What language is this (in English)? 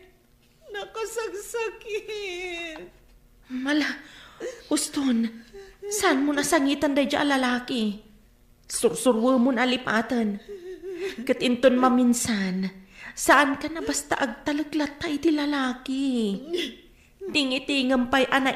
Iloko